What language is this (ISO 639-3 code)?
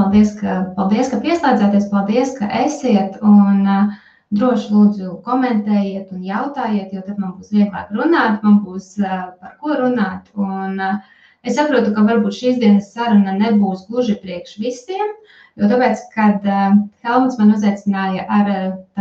lav